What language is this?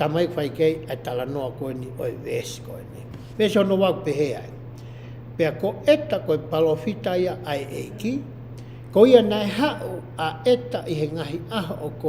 Tongan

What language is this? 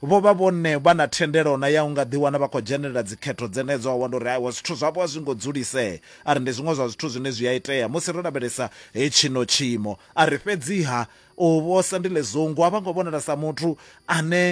Venda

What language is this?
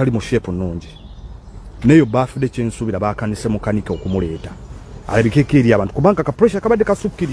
Ganda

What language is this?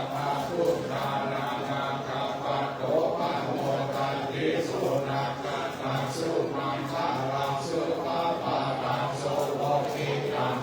Pali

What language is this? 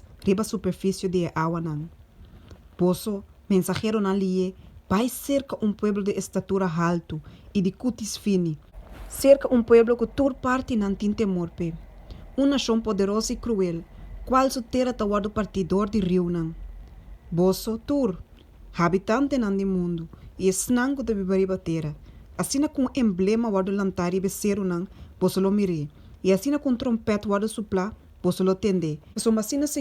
Papiamento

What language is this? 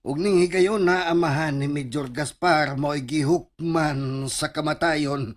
Cebuano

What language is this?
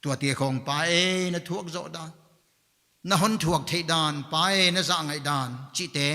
Paite Chin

